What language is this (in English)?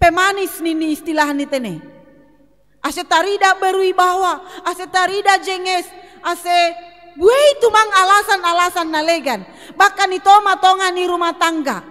Batak Simalungun